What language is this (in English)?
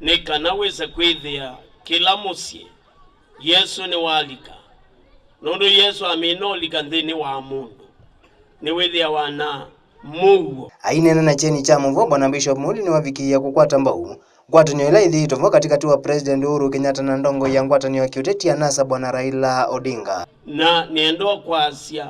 Kamba